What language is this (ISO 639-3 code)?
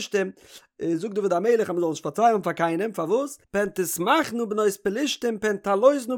yid